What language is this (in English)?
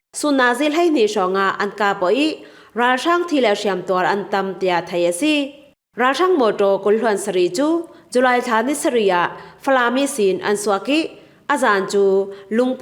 Falam Chin